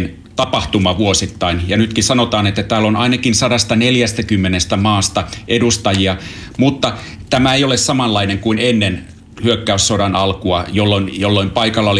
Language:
Finnish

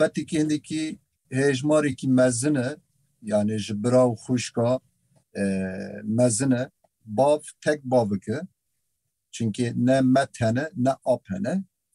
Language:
Kurdish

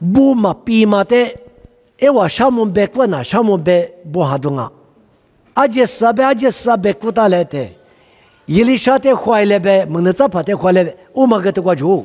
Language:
Lisu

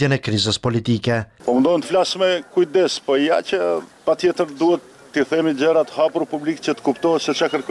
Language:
Albanian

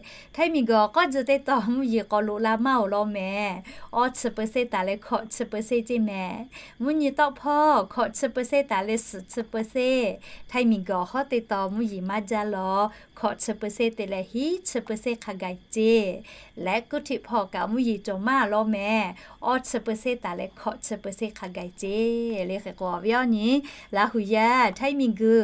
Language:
Lahu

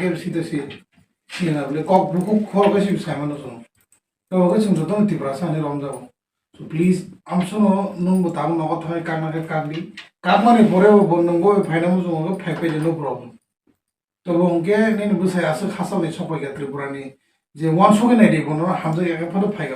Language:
Kok Borok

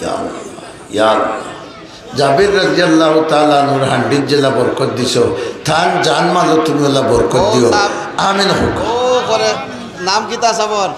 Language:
Sylheti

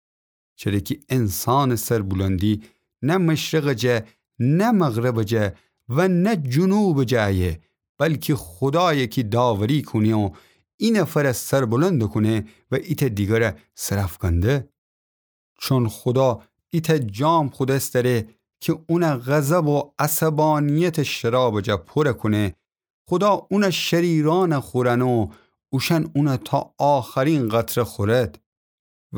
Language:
Gilaki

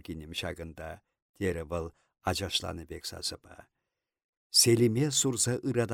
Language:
Chuvash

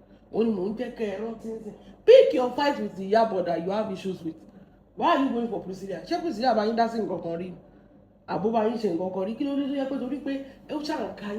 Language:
Yoruba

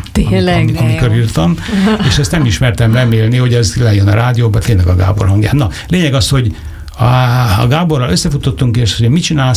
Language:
Hungarian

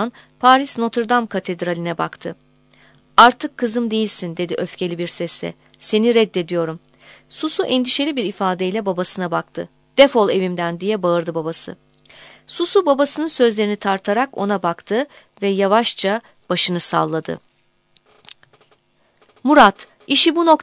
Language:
Turkish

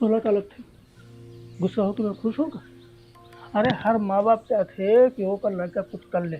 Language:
Chhattisgarhi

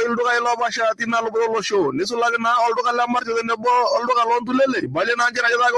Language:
Masai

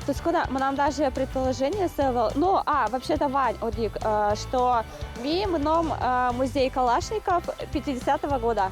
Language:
Udmurt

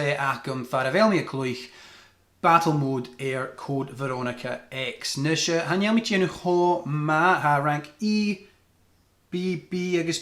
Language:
Scottish Gaelic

